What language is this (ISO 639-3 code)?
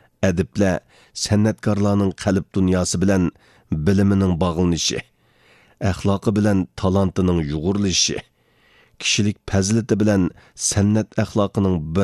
uig